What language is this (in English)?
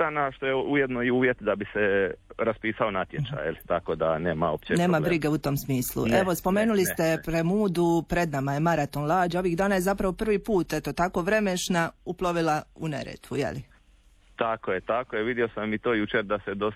Croatian